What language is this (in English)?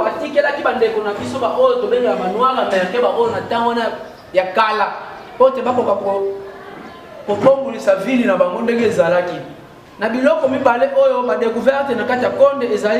Lingala